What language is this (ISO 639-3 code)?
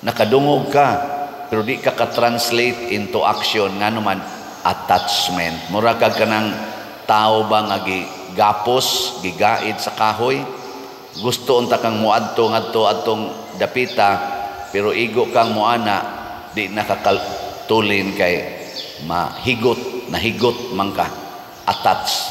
ceb